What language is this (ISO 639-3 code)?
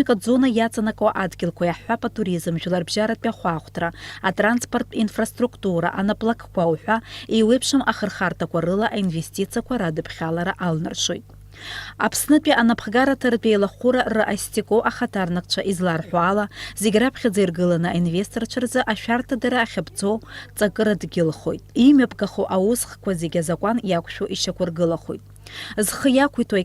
abk